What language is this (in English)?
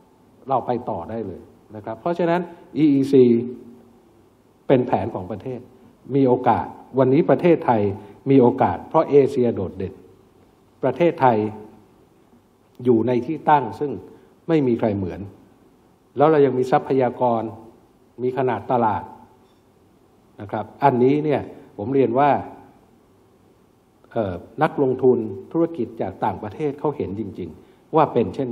Thai